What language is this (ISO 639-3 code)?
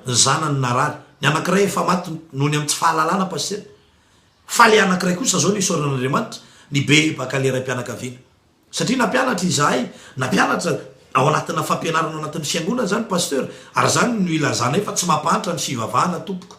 mlg